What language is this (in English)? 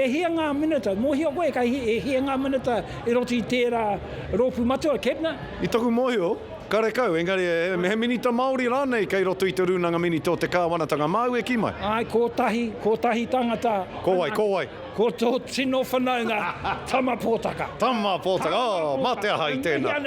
Māori